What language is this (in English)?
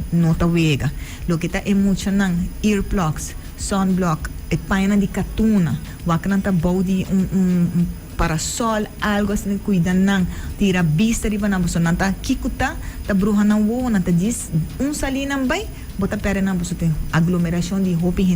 Papiamento